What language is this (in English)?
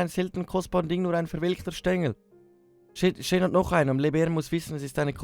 Swiss German